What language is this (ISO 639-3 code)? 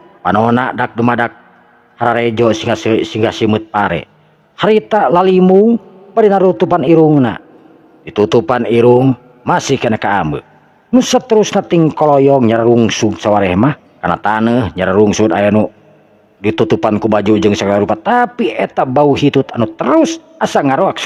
sun